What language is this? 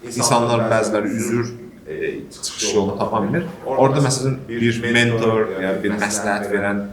Azerbaijani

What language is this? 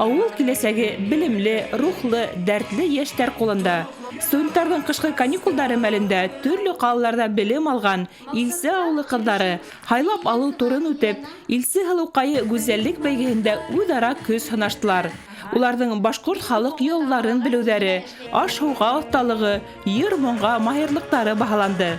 Bashkir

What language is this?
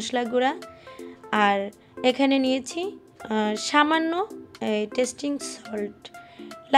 Bangla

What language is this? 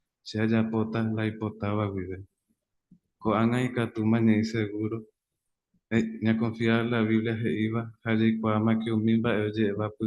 Guarani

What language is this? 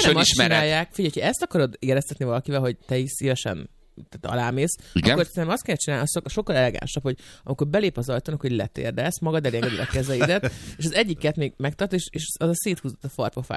Hungarian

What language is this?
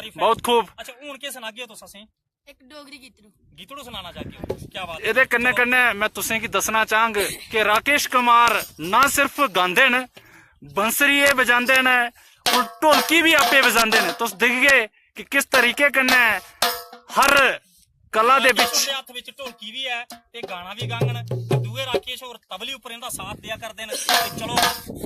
Dogri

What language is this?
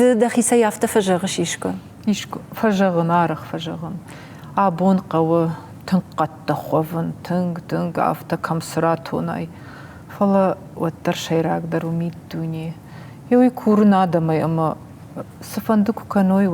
Ossetic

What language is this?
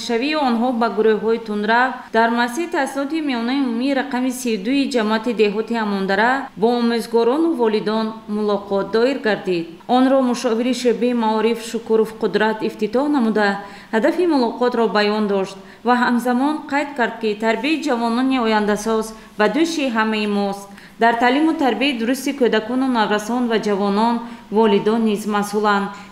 Tajik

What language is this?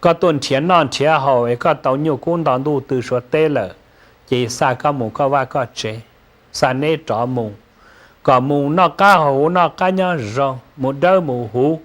Hmong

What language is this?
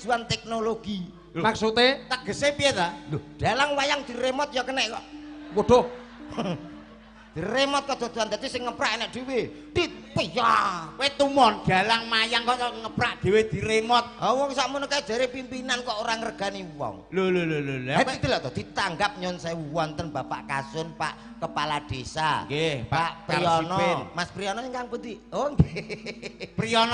Javanese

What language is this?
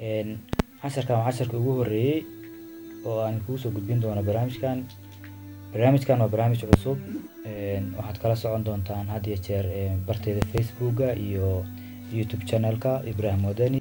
Somali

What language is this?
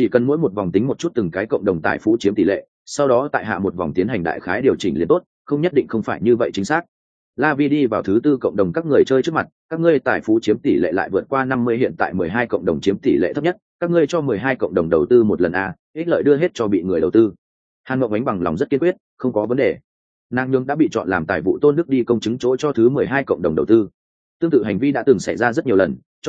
Vietnamese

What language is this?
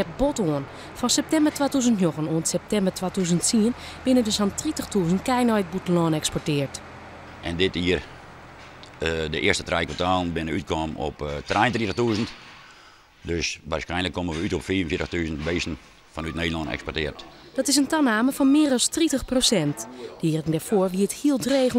Western Frisian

